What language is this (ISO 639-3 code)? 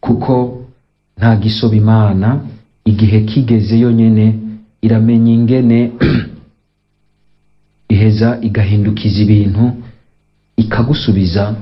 run